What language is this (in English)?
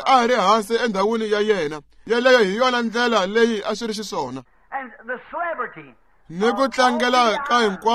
Tsonga